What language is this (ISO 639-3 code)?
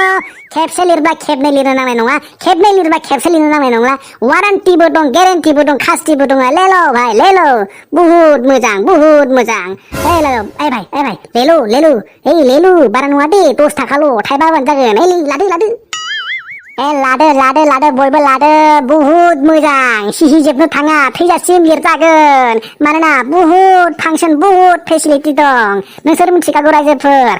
brx